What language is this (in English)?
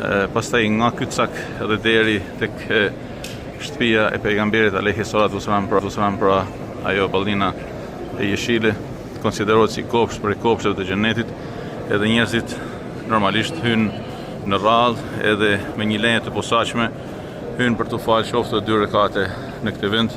Albanian